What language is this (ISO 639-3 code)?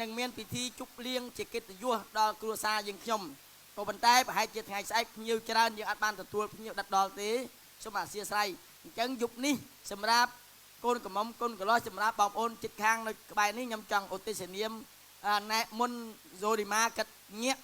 khm